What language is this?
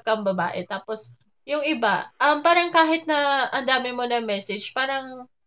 Filipino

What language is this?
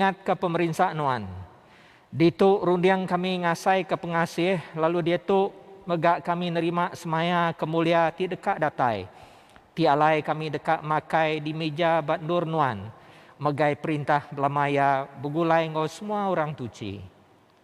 Iban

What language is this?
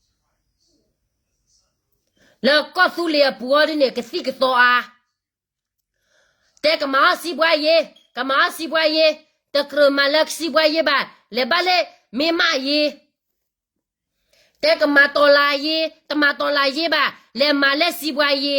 S'gaw Karen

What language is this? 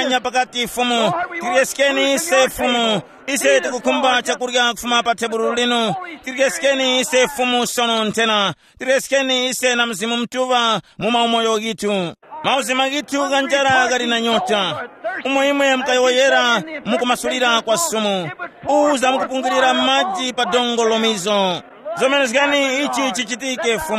Tumbuka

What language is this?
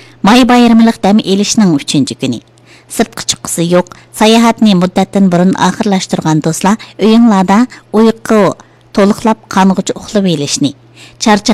Uyghur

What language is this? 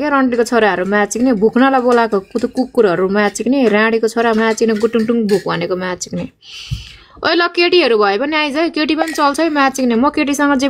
Nepali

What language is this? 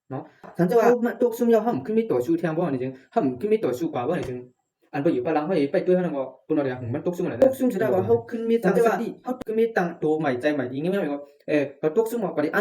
Shan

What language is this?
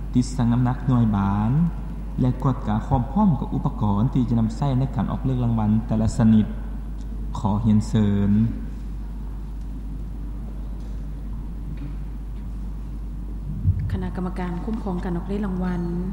Lao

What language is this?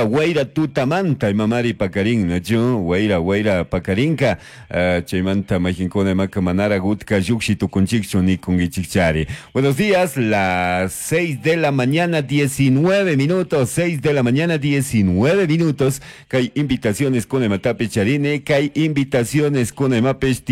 Chimborazo Highland Quichua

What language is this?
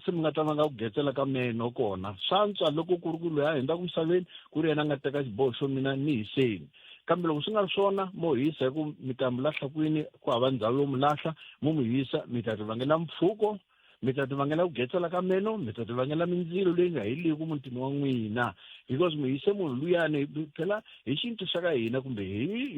Tsonga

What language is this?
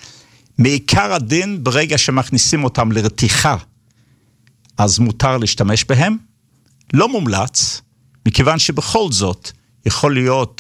Hebrew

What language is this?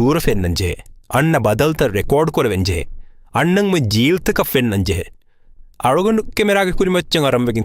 Divehi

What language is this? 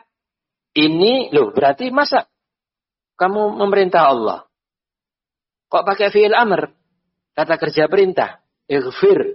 Indonesian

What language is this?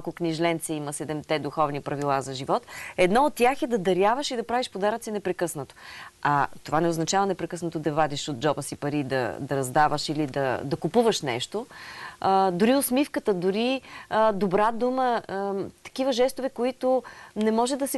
Bulgarian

